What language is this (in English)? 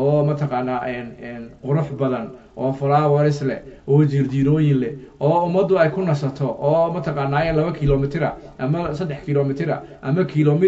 Somali